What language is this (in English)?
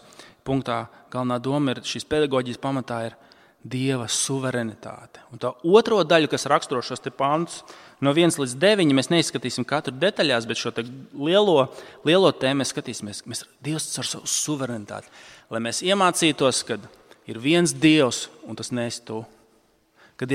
Latvian